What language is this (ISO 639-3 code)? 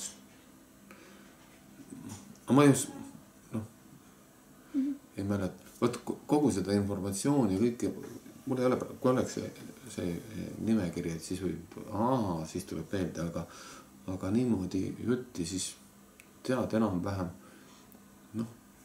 est